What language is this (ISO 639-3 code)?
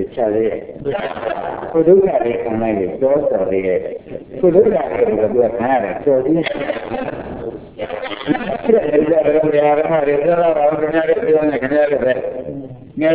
mya